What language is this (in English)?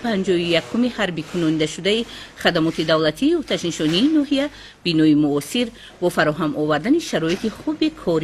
Tajik